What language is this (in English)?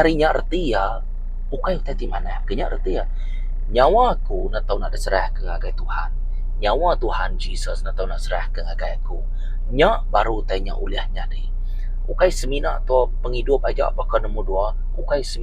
Iban